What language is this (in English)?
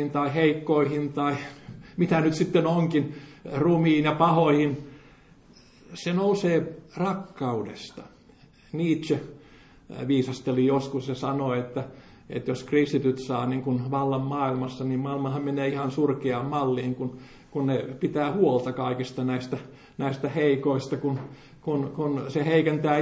Finnish